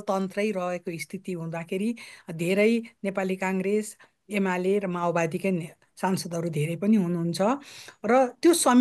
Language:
Nepali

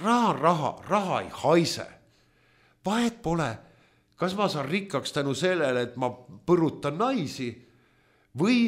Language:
Estonian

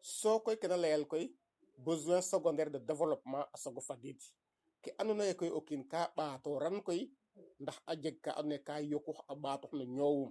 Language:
Serer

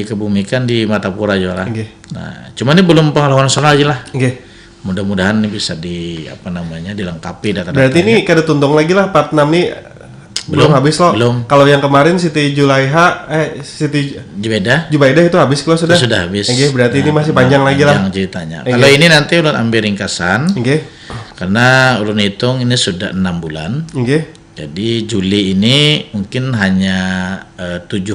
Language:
Banjar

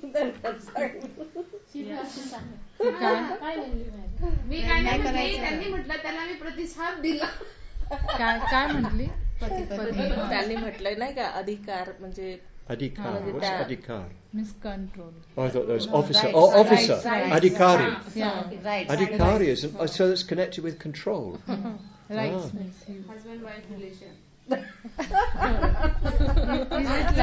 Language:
Marathi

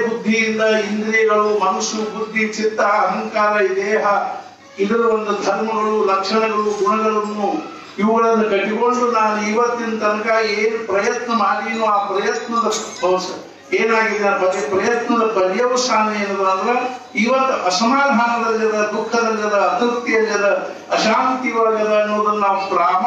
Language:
Kannada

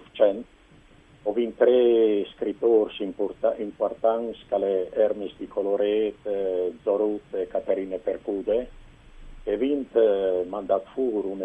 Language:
Friulian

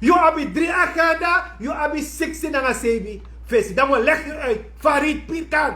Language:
Sranan Tongo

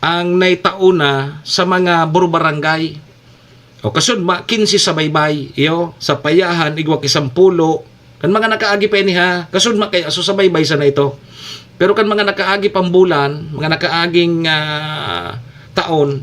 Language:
Bikol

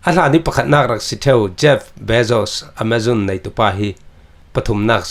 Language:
Falam Chin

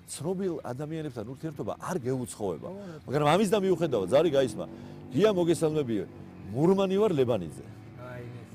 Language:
Georgian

